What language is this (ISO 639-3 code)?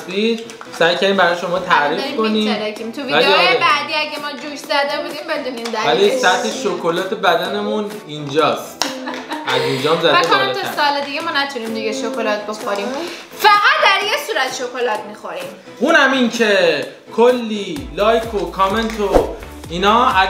fas